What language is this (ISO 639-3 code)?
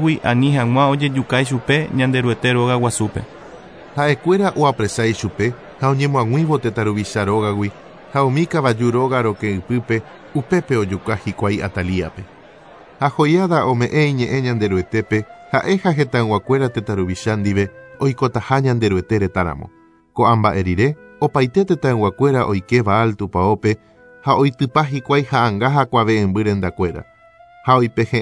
grn